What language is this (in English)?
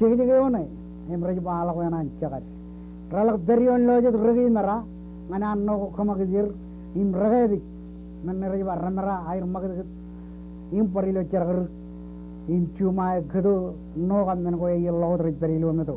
Marshallese